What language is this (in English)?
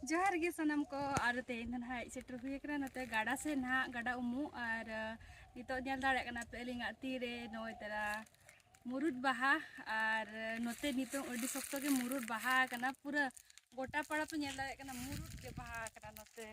Santali